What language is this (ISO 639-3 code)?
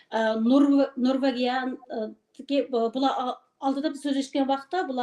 uig